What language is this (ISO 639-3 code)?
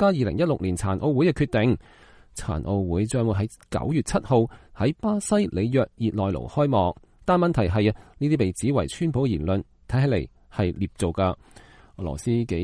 yue